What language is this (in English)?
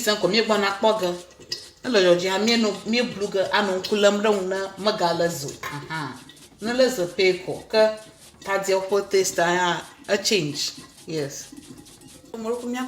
Ewe